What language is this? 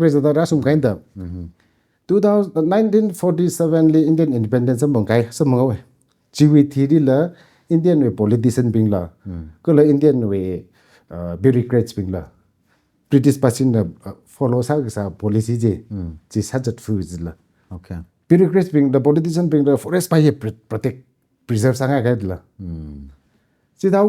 Tangkhul Naga (India)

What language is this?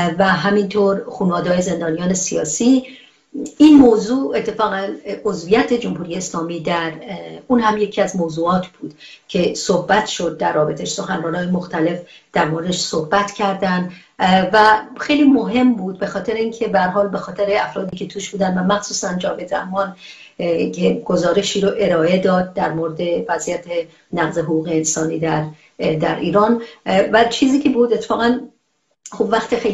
Persian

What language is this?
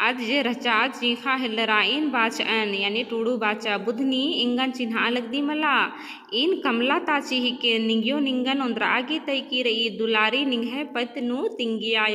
Kurukh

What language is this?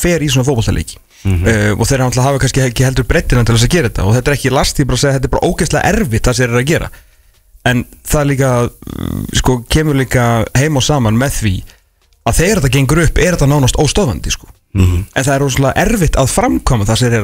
Icelandic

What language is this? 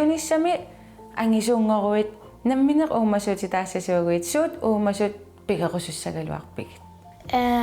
Kalaallisut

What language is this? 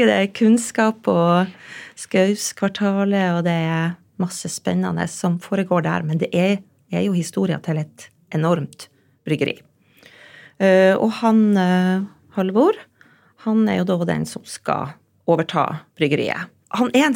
Norwegian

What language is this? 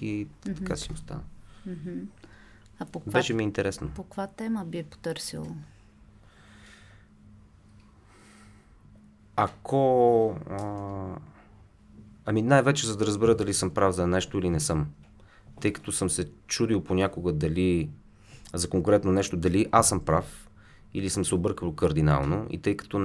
Bulgarian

